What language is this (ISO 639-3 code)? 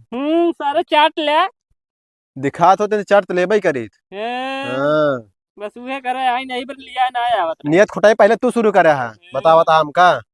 awa